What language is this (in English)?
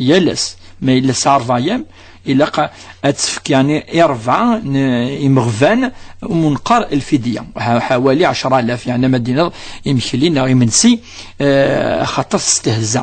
Kabyle